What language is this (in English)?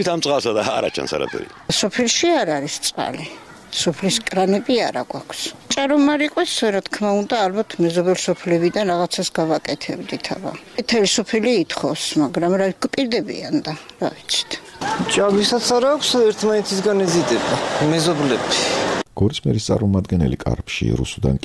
Georgian